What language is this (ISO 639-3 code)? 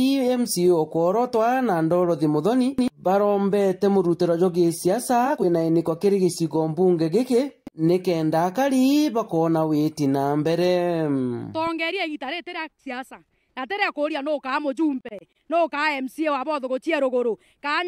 mer